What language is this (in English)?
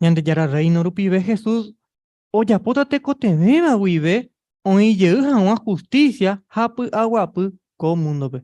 Guarani